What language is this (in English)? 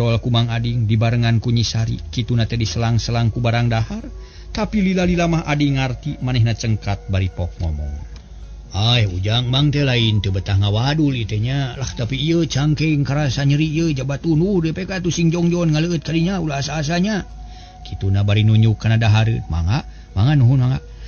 Sundanese